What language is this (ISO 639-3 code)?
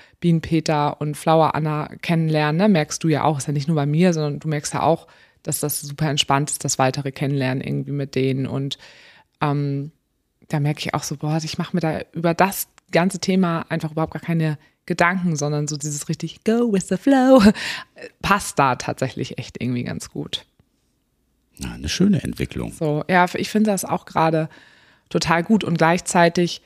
deu